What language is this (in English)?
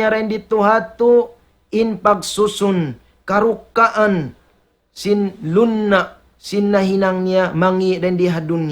Tausug